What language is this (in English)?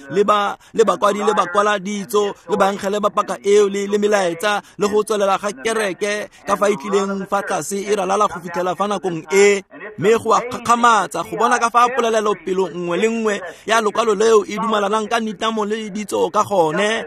Tswana